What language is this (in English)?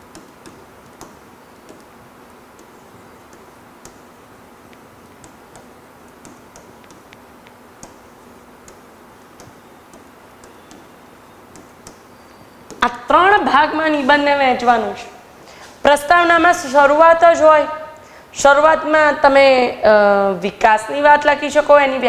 Gujarati